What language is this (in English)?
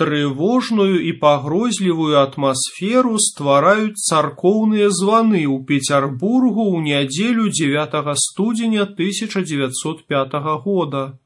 Belarusian